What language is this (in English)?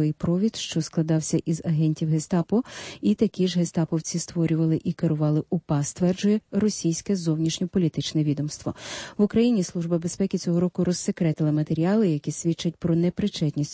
Ukrainian